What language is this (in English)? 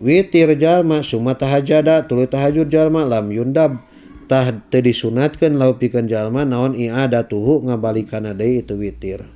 Sundanese